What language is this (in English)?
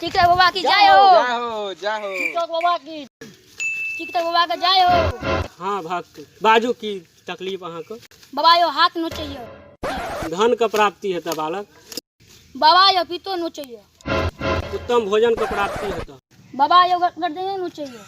Maithili